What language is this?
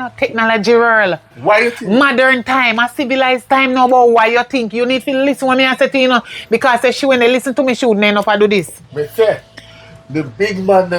Jamaican Creole English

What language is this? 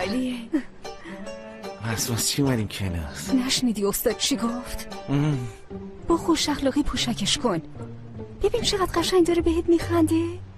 Persian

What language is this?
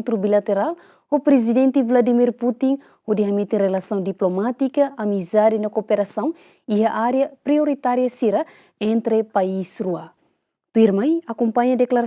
Tetum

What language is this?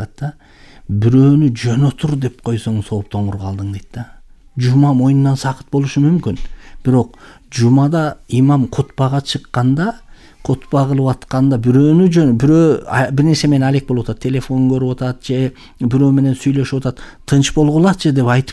Kyrgyz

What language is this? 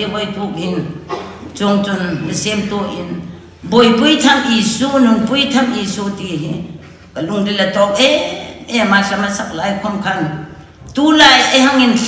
Hmar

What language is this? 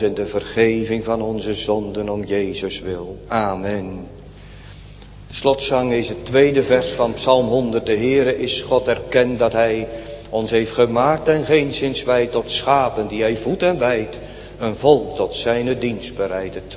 Dutch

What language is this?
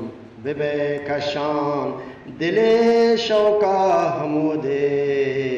Eastern Balochi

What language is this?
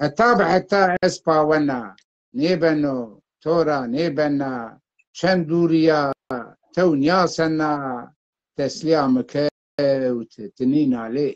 Zaza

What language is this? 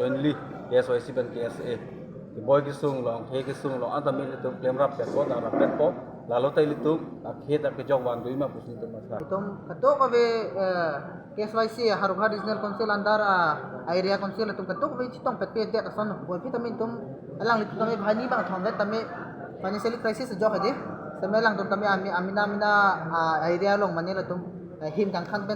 Karbi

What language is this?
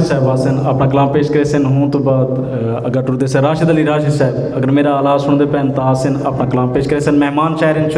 Saraiki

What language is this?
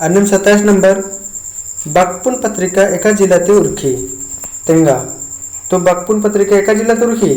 Kurukh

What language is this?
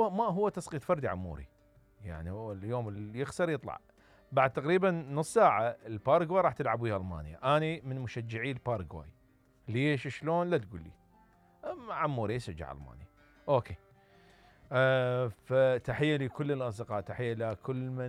Mesopotamian Arabic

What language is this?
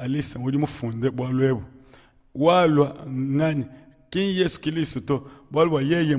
Luba-Lulua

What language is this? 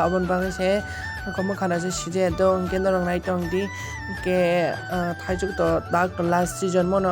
Kok Borok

